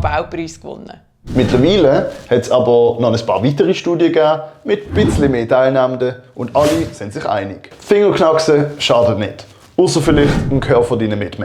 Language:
Swiss German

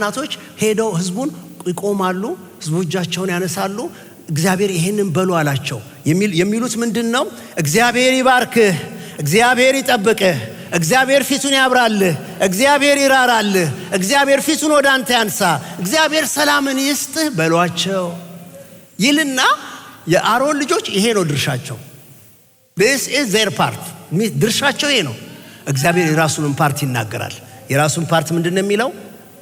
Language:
Amharic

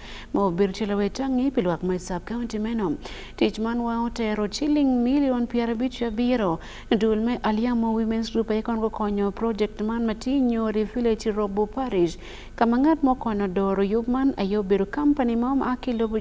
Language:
Acoli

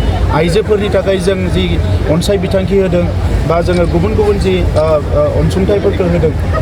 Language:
Bodo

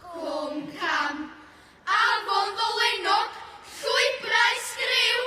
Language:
Welsh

